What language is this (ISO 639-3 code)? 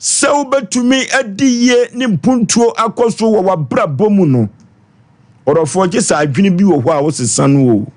aka